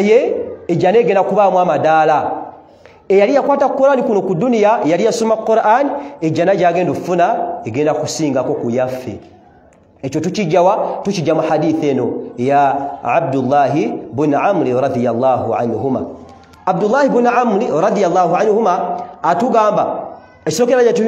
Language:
Ganda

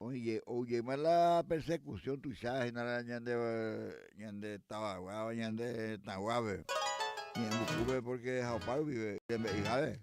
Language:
Guarani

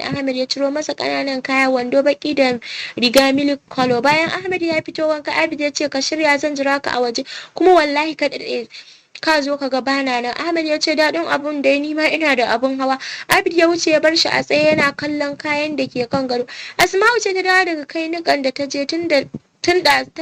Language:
Hausa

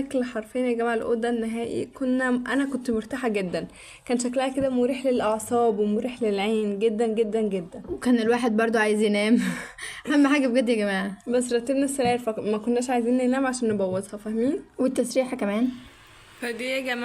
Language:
Egyptian Arabic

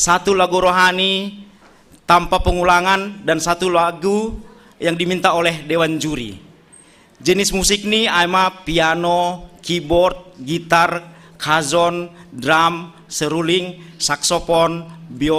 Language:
Batak Simalungun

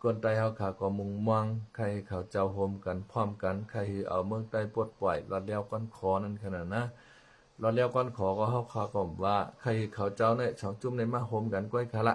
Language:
Shan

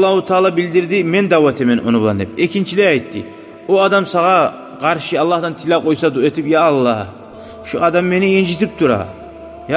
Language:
Kumyk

